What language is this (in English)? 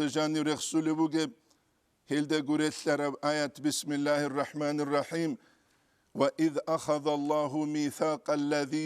Avaric